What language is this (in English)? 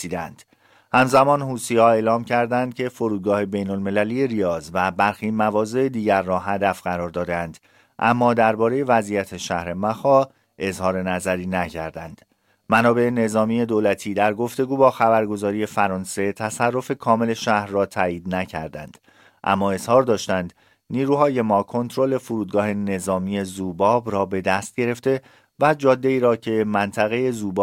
Persian